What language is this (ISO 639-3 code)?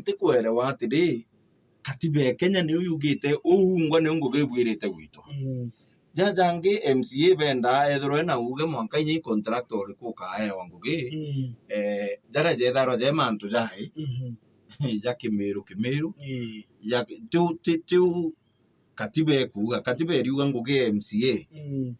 mer